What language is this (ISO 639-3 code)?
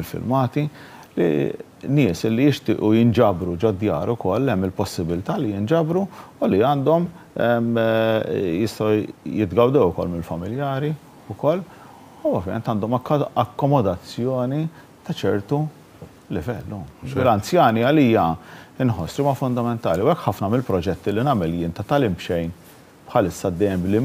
mlt